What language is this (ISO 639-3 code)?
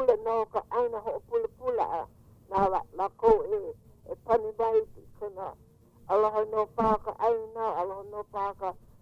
haw